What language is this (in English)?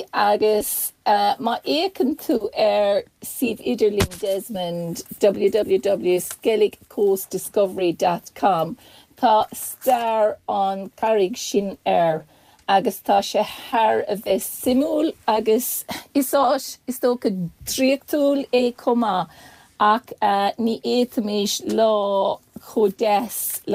Irish